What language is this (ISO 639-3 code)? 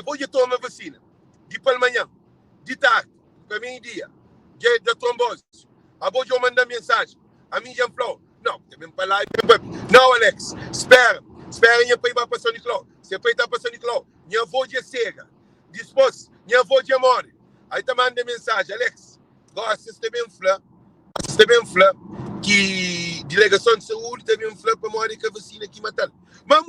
kea